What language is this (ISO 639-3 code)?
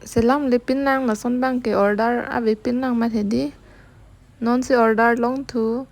mjw